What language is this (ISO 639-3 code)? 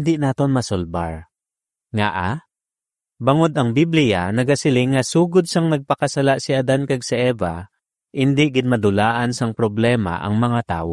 hil